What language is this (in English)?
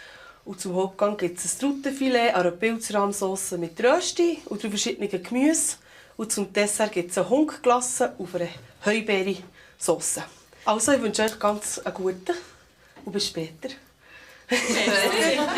Swiss German